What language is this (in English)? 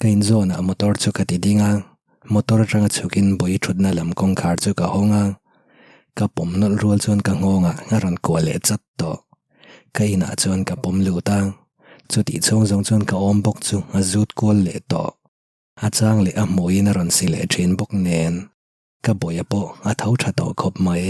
Mizo